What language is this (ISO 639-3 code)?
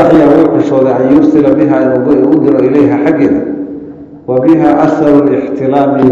som